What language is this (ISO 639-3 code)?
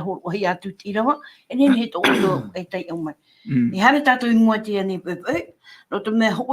tah